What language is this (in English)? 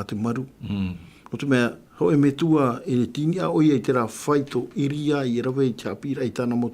Tahitian